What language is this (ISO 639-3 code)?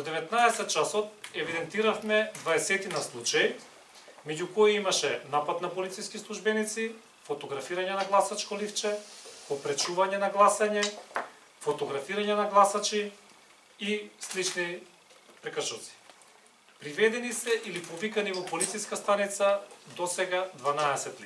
mkd